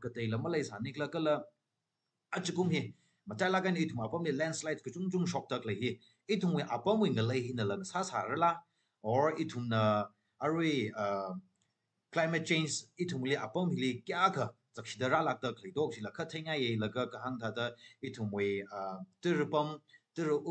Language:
Tangkhul Naga (India)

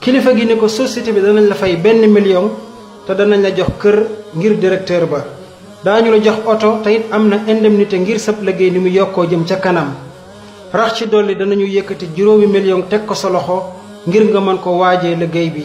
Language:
Wolof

